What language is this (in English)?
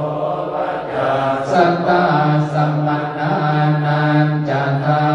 Pali